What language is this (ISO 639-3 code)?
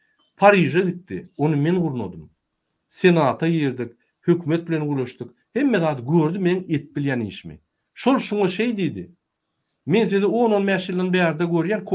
tuk